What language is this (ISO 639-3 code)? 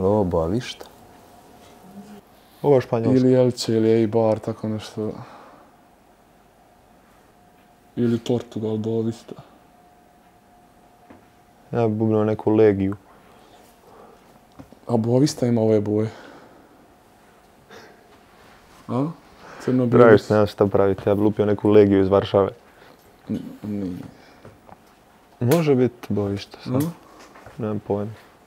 hrv